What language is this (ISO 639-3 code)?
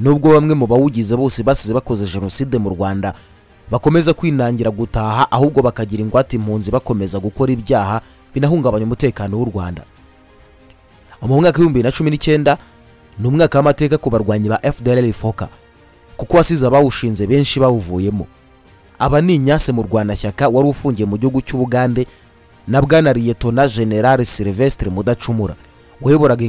kin